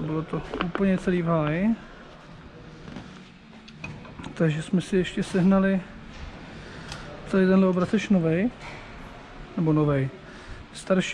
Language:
Czech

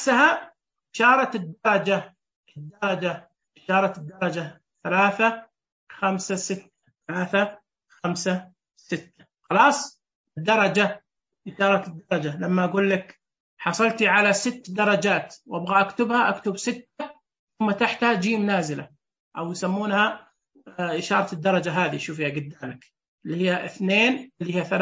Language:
Najdi Arabic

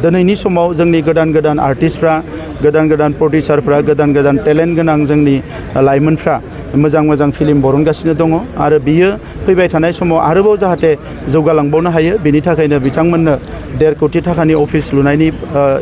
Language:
Bodo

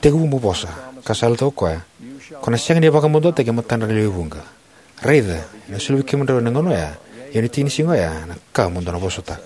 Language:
Fijian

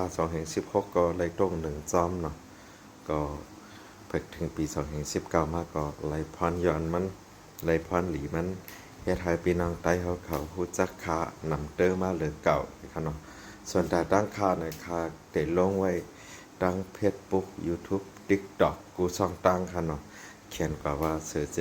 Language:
Shan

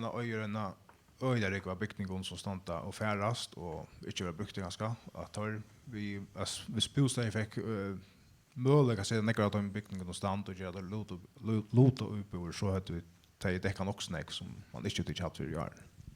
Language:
Faroese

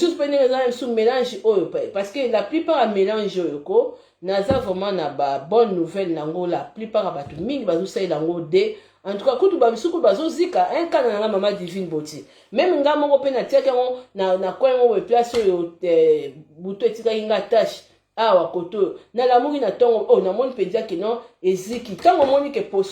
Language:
Lingala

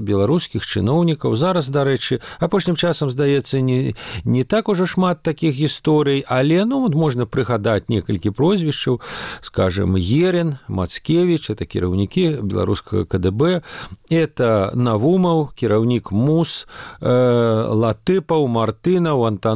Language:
Belarusian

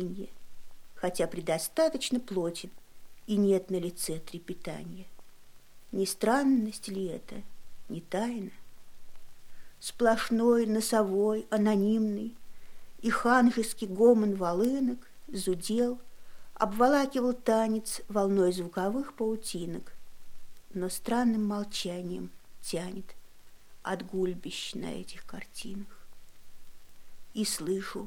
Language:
Russian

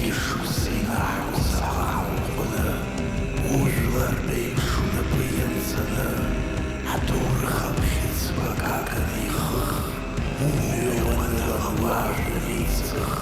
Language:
Abkhazian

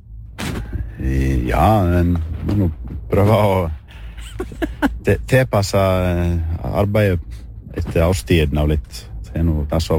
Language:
Norwegian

